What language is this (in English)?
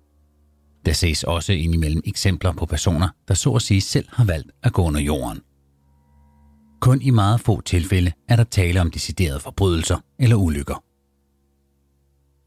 Danish